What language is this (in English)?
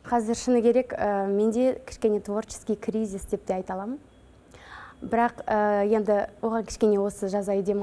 Kazakh